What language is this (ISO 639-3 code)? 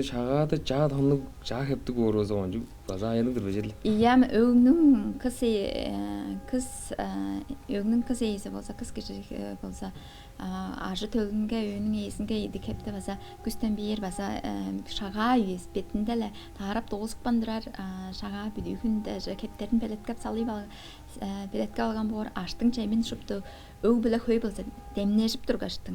tyv